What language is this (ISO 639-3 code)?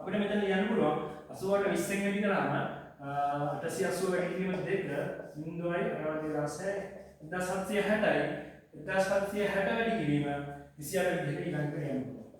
sin